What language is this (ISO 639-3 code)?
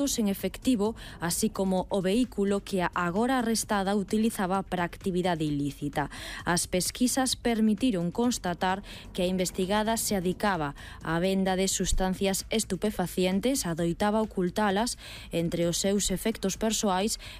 glg